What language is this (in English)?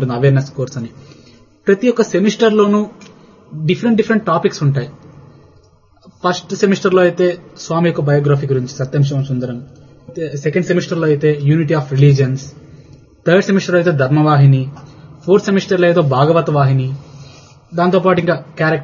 Telugu